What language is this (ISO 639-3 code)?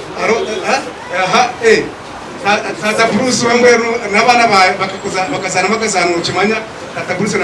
nyn